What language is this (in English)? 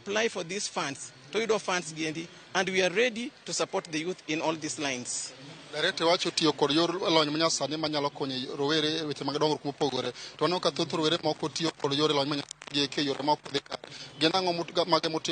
Luo (Kenya and Tanzania)